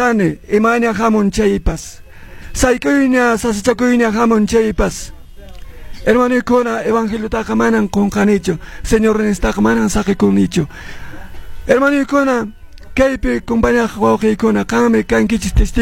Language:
Quechua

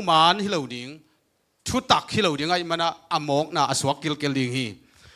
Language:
Tedim Chin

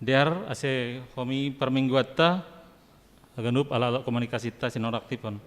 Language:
Batak Simalungun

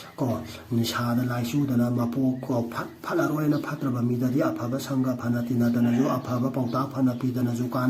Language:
Manipuri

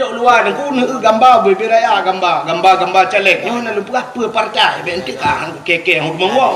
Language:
Achinese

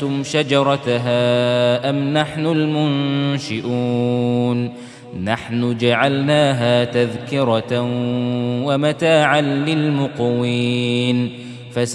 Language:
Arabic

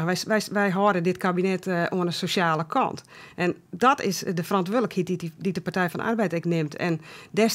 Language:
Western Frisian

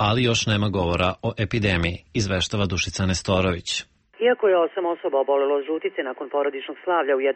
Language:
Serbian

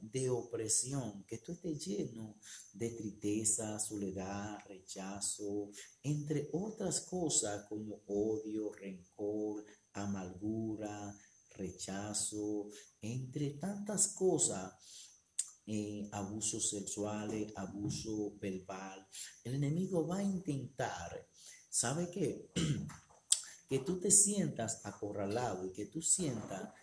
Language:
Spanish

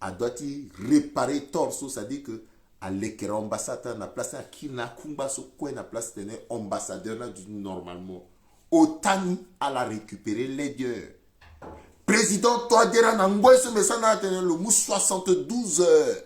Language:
Sango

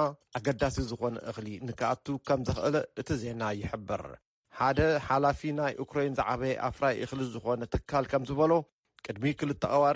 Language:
Tigrinya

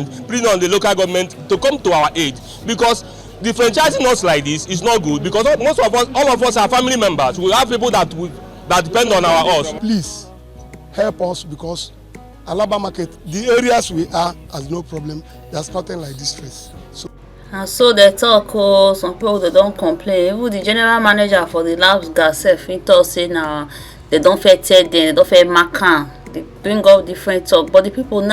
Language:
Nigerian Pidgin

